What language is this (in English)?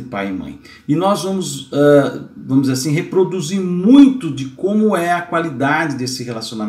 Portuguese